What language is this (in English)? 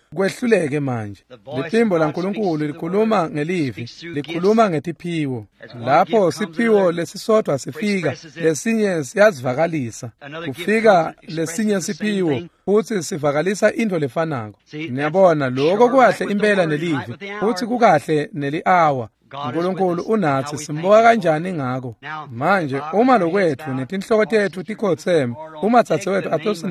Swati